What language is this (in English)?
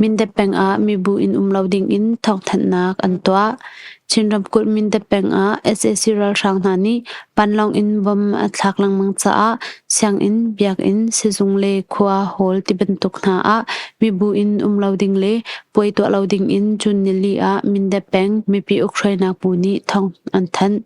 Hakha Chin